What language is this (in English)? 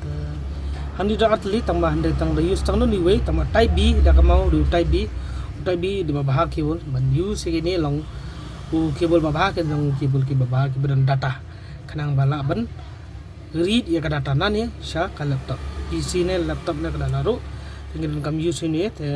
Khasi